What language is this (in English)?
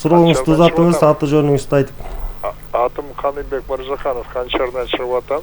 Kyrgyz